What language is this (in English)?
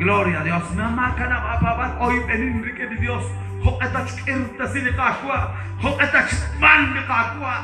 Kekchí